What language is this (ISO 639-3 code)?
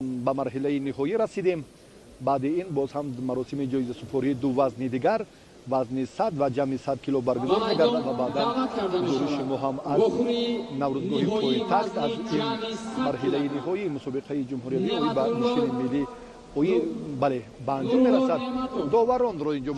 tgk